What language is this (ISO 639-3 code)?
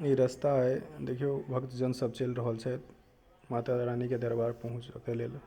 mai